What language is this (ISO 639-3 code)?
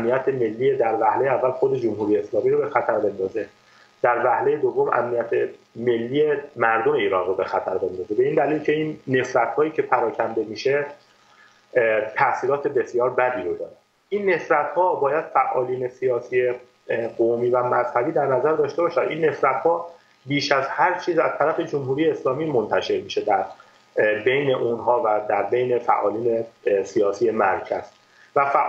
fas